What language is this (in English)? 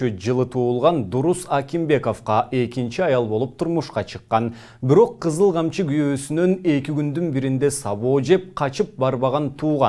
Kyrgyz